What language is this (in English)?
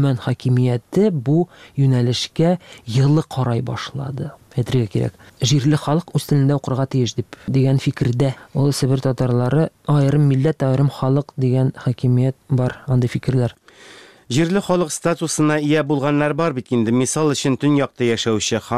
Tatar